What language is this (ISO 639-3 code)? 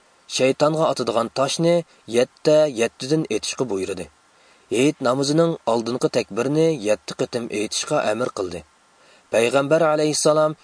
uig